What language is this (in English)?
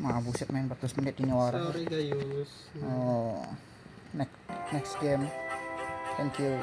Banjar